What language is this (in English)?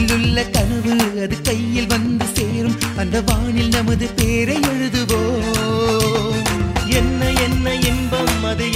Tamil